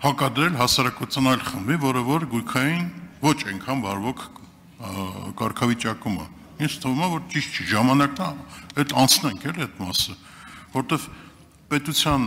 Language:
Armenian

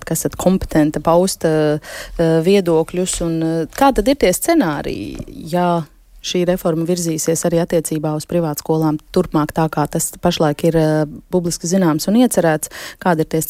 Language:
Latvian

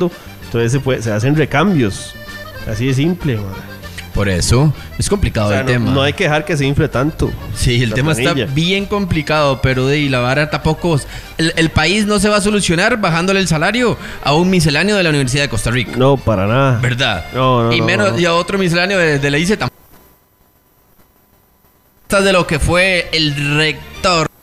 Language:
Spanish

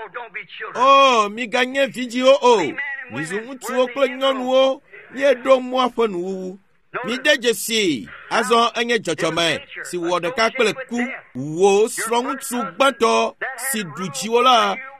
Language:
Ewe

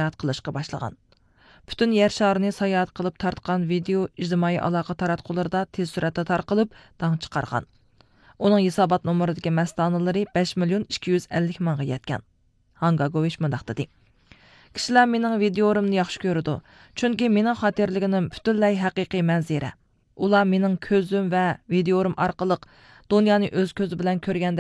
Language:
Uyghur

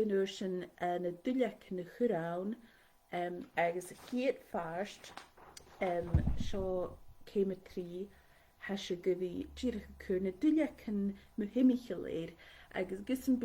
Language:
Scottish Gaelic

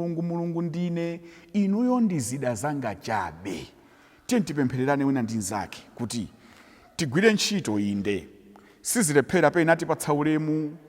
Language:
Nyanja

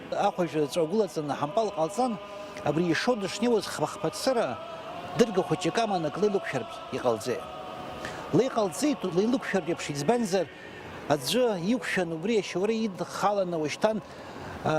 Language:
Abkhazian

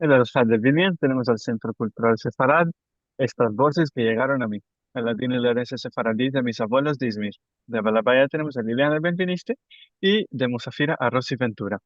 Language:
Ladino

